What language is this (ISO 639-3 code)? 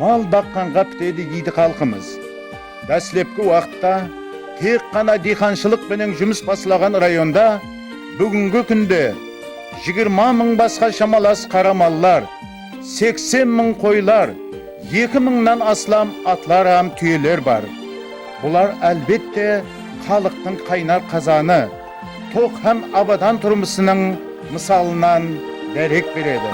kaa